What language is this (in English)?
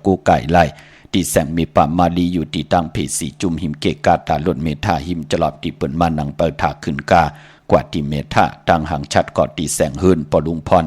Shan